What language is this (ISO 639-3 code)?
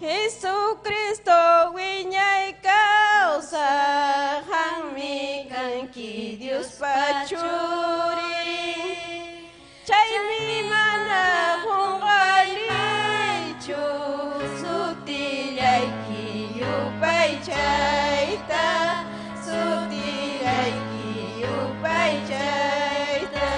quy